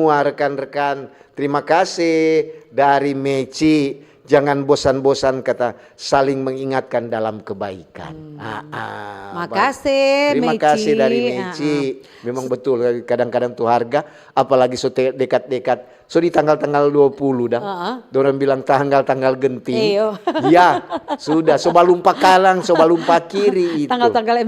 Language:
Manado Malay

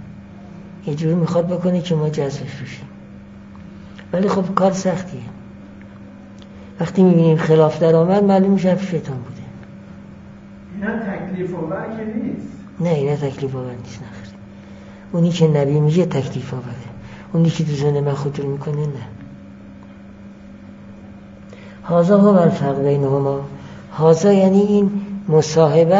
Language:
Persian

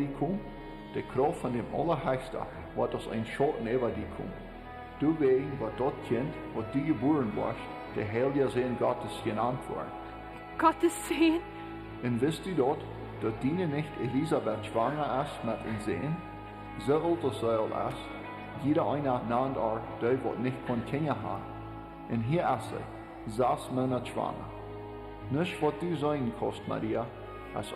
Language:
Plautdietsch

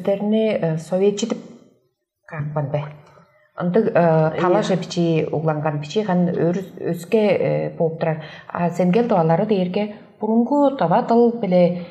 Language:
Tuvinian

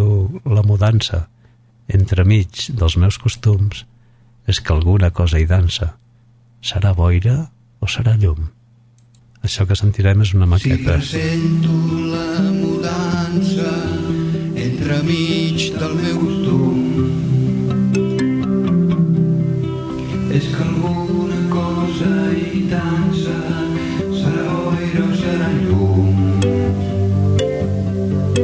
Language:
Catalan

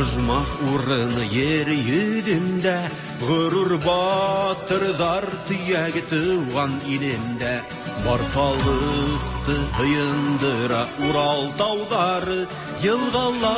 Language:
Tatar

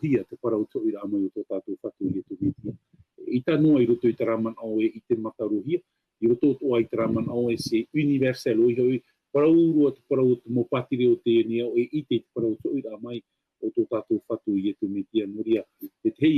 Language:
Tahitian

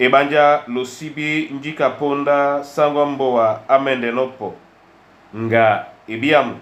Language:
Duala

